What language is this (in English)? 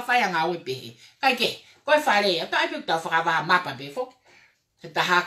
Tongan